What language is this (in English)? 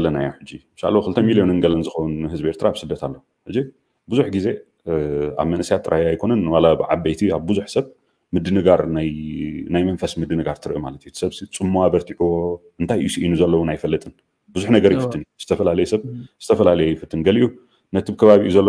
Tigrinya